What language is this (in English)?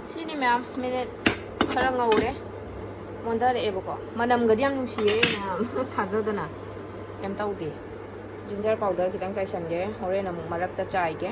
Manipuri